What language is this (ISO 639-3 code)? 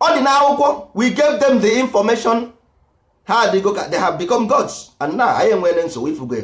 ibo